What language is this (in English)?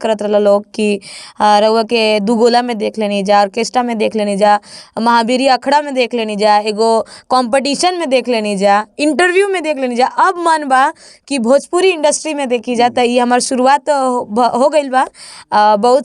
Bhojpuri